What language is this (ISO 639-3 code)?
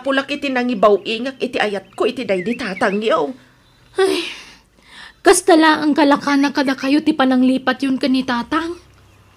ilo